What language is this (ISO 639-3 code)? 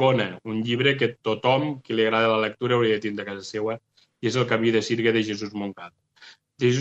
cat